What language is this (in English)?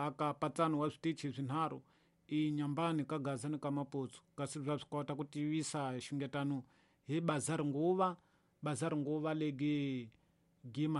Tsonga